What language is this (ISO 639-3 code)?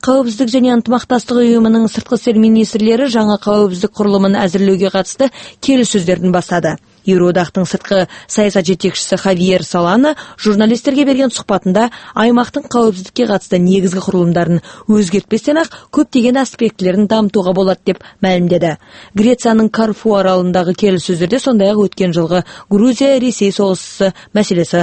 kaz